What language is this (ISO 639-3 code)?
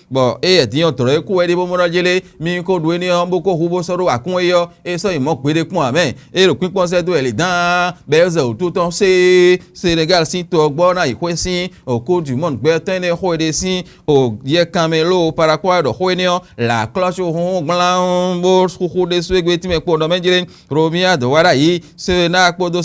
fon